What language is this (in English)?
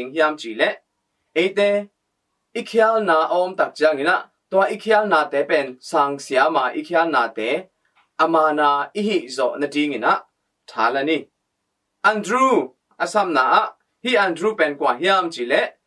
Tedim Chin